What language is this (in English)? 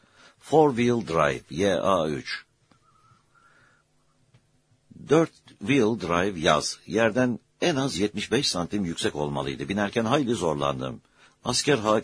Turkish